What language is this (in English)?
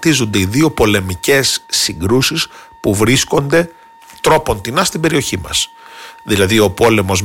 Greek